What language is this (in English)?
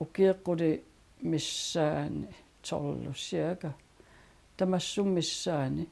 Kalaallisut